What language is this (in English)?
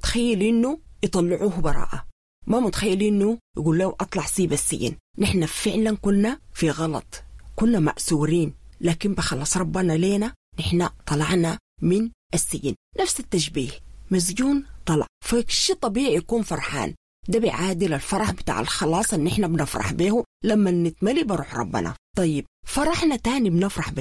Sudanese Arabic